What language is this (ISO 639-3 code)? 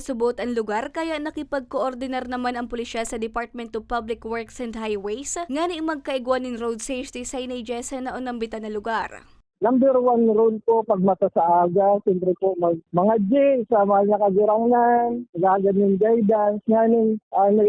bik